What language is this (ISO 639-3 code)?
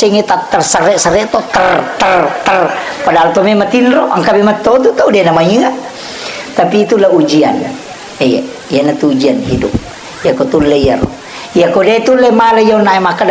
bug